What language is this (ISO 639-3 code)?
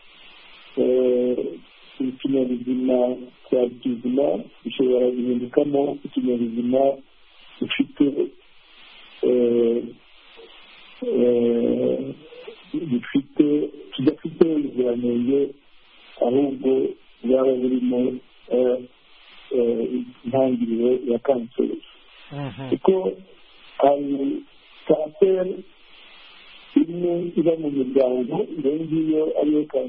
kin